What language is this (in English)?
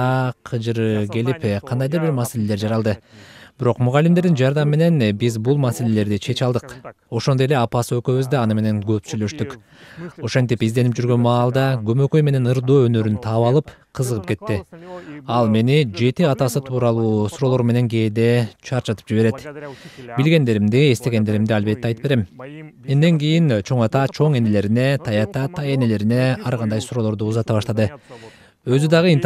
Kyrgyz